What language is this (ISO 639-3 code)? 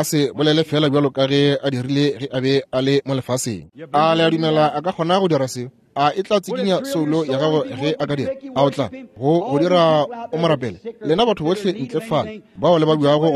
nso